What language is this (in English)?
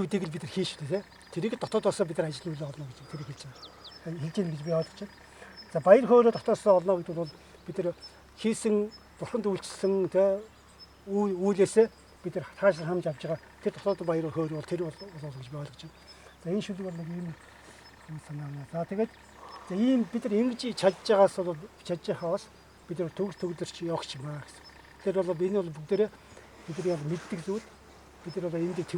Mongolian